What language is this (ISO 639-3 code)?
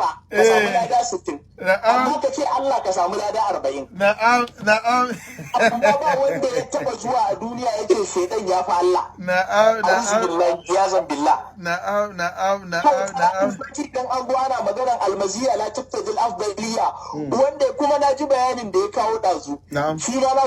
hau